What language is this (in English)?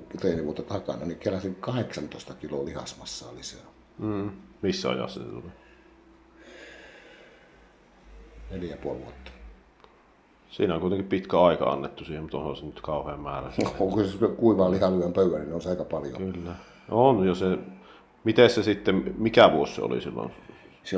Finnish